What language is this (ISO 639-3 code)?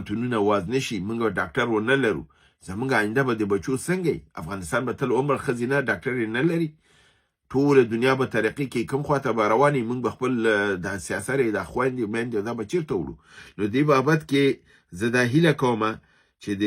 pus